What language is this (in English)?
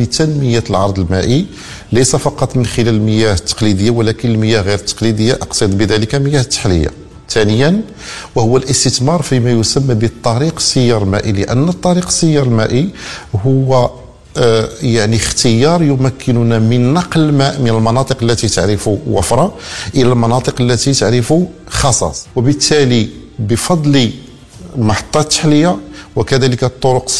Arabic